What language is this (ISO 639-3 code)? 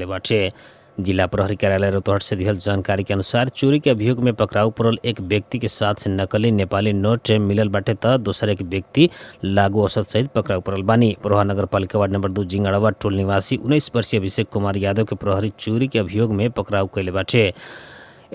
bho